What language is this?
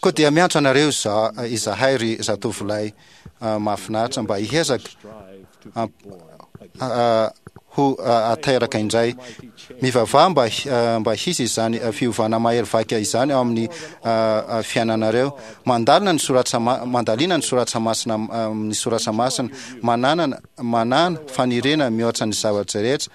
Malagasy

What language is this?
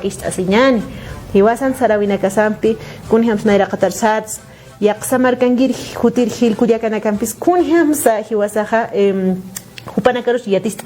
Aymara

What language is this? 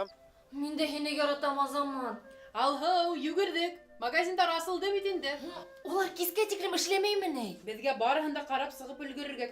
Bashkir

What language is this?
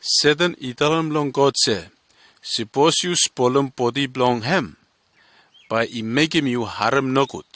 Bislama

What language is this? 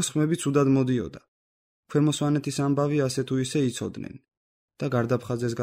Georgian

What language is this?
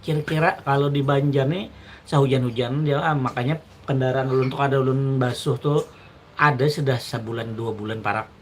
Banjar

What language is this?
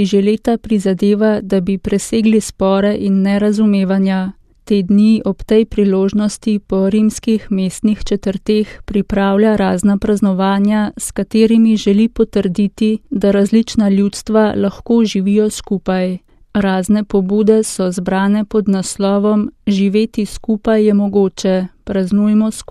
Slovenian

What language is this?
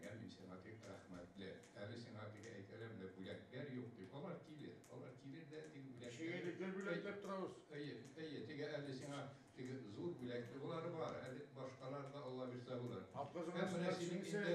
Tatar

